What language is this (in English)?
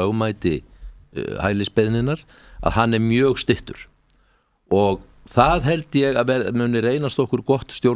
Icelandic